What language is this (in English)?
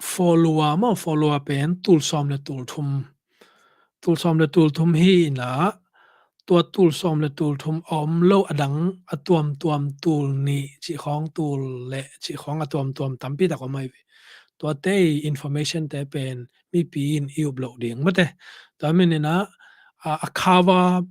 Tedim Chin